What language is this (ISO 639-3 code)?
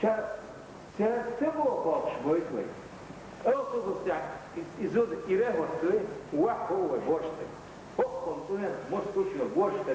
che